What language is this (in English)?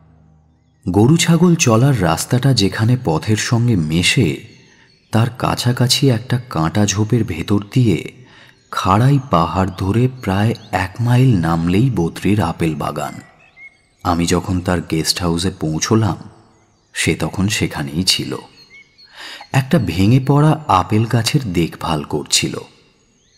Bangla